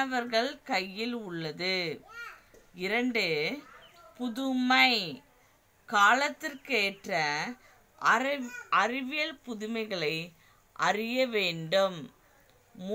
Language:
Tamil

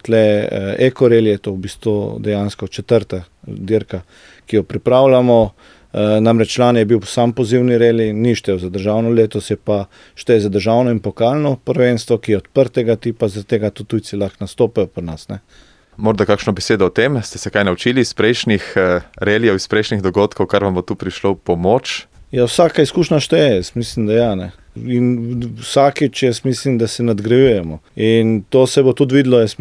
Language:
Slovenian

